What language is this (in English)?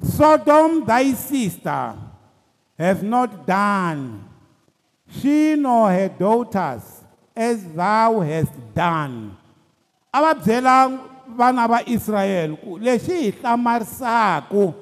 Tsonga